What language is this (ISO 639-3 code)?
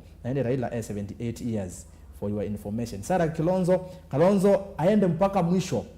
kam